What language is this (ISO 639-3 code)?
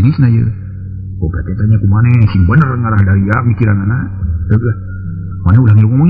sun